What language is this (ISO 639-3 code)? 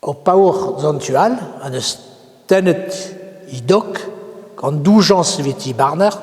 bre